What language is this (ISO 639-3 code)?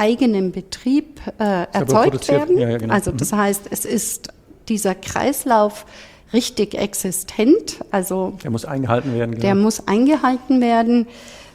deu